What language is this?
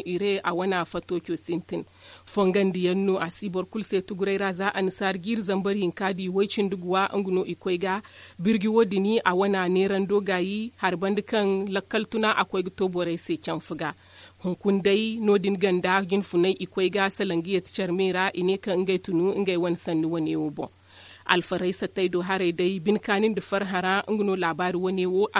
Zarma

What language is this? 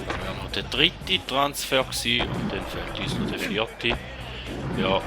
Swiss German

